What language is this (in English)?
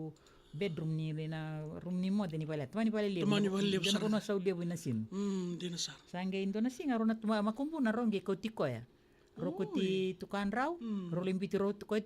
Fijian